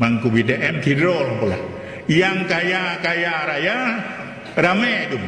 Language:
Achinese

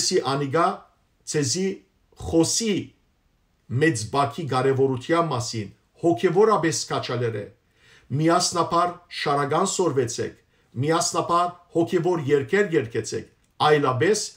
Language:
Western Armenian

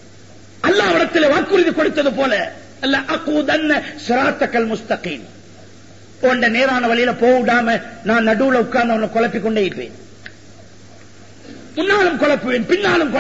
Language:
Tamil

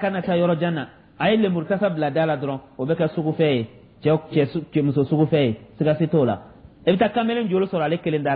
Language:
Dyula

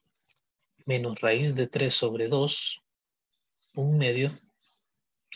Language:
Spanish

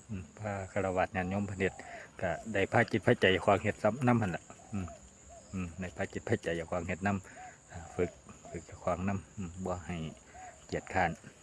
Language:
Northeastern Thai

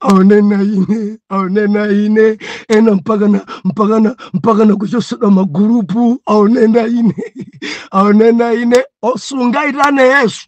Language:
Nyanja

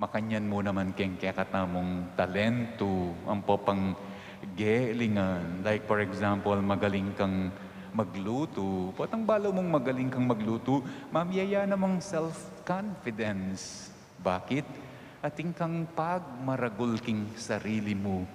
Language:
Pampanga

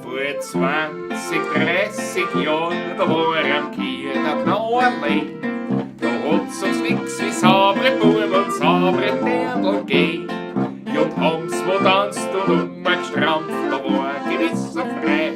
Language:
Bavarian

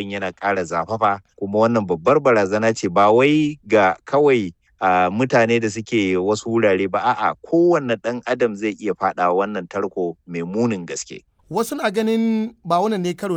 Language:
Hausa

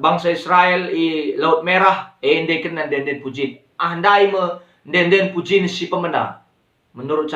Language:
Batak Karo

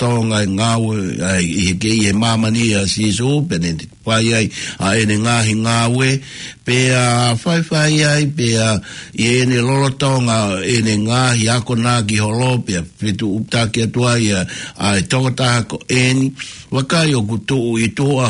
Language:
Tongan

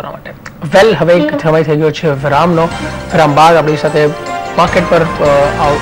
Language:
Gujarati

